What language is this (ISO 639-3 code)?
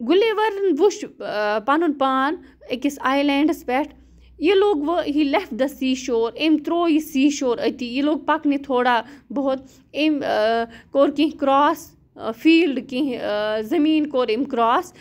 kas